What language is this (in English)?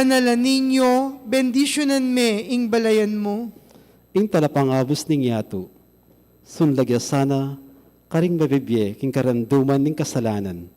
Pampanga